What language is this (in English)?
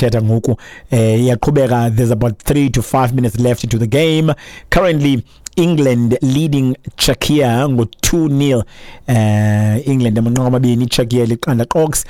Xhosa